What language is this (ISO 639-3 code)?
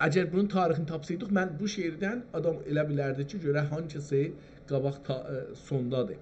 azb